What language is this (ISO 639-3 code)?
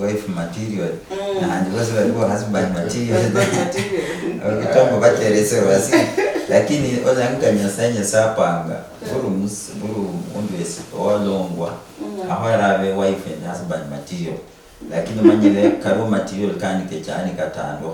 luy